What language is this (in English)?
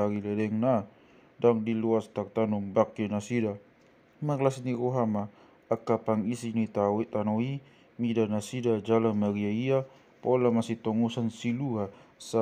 Batak Toba